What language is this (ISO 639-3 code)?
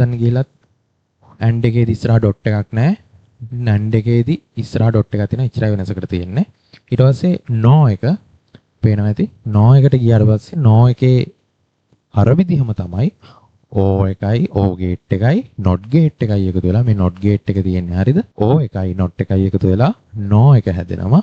sin